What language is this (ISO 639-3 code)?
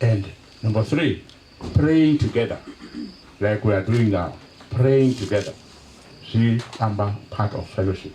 ven